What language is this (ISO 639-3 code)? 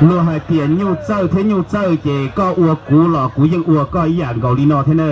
hmn